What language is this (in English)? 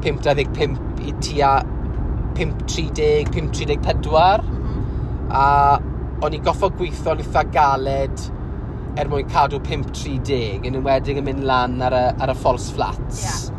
Welsh